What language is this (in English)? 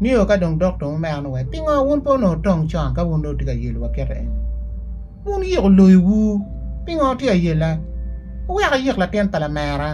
Acoli